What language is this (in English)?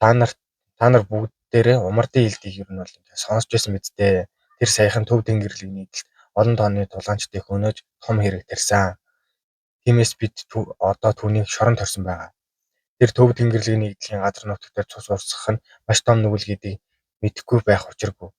Mongolian